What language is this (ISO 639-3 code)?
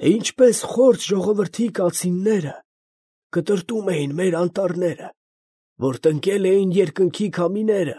hye